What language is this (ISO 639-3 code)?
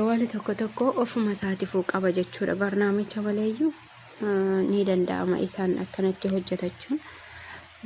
orm